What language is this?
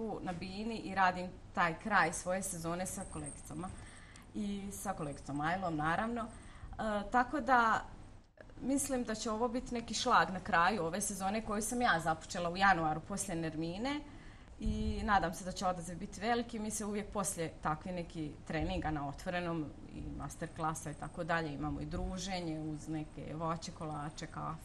Bosnian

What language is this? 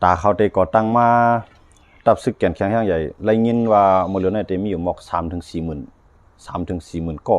Shan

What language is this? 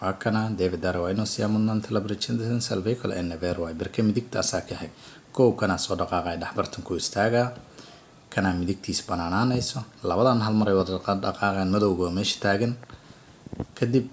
Somali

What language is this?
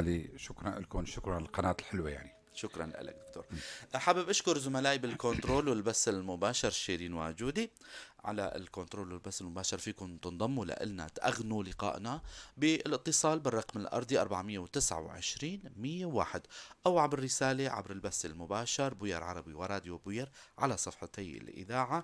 North Levantine Arabic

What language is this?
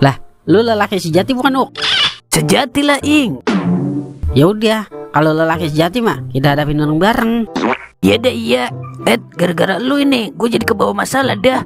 Betawi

